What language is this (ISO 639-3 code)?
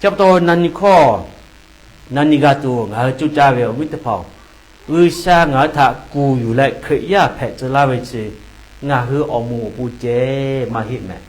lhu